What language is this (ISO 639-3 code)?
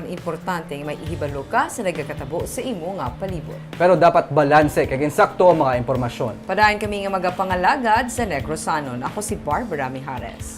hil